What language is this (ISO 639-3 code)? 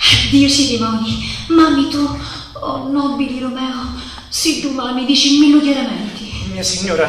scn